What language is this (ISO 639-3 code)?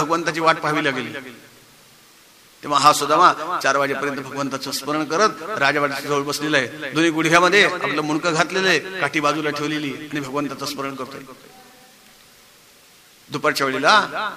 mar